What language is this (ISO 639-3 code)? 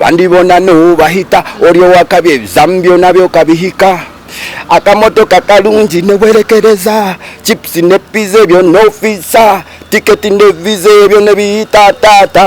nyn